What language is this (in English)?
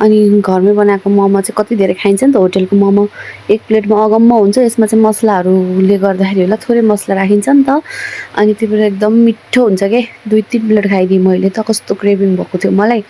Nepali